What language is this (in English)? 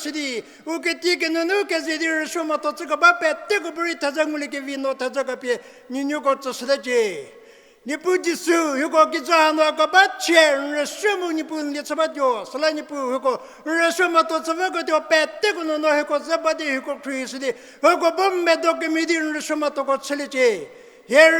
Angami Naga